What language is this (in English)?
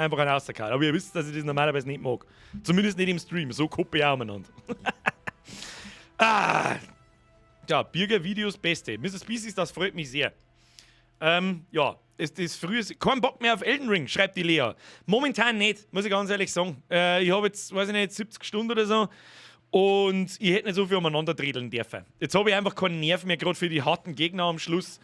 Bavarian